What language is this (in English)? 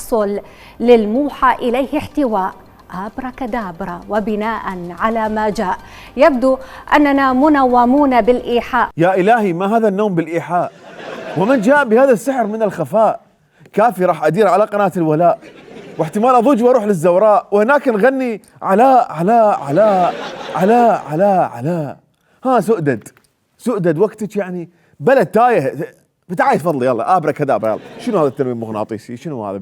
Mesopotamian Arabic